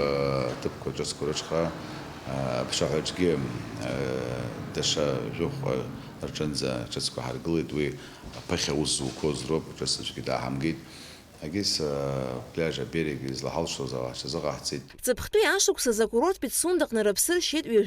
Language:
Abkhazian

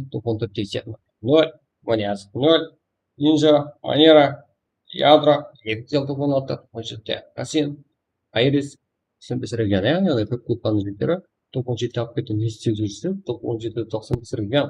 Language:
Kara-Kalpak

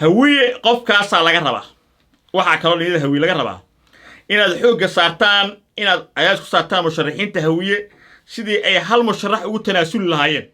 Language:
Somali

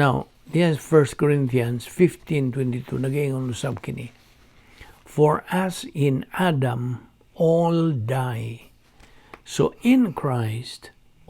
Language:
Cebuano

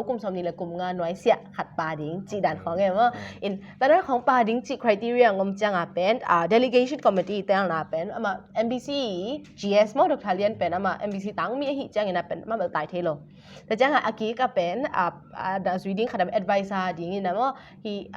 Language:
Tedim Chin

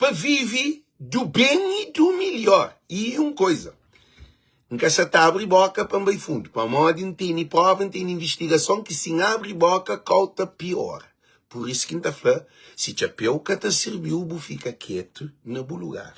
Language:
Kabuverdianu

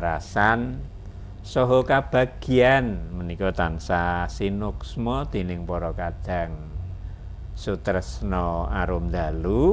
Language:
Javanese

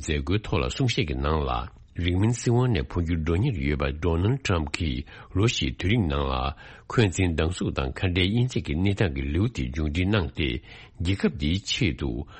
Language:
Tibetan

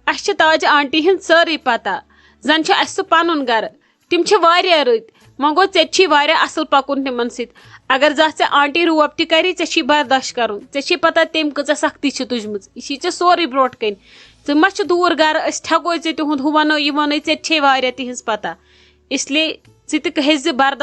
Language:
Kashmiri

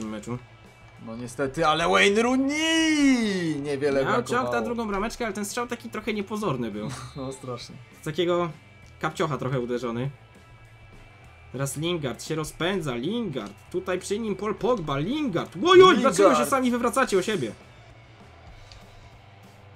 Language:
Polish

